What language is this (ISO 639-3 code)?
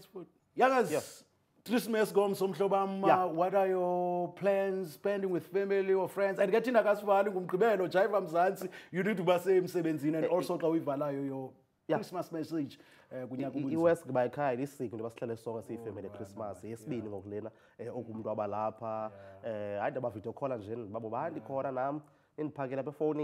xho